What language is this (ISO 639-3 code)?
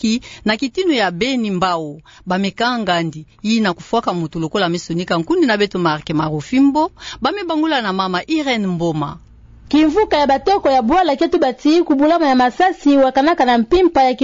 ktu